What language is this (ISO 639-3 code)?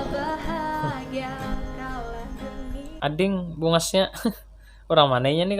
bjn